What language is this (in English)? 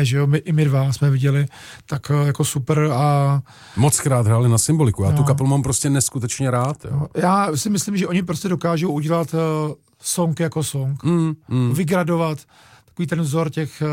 Czech